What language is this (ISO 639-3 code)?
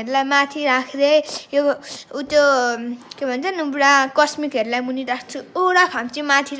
nep